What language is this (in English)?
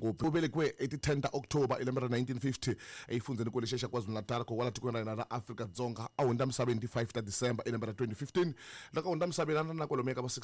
Tsonga